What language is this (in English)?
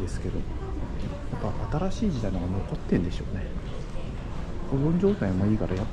Japanese